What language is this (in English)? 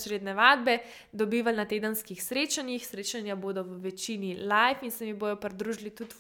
Slovenian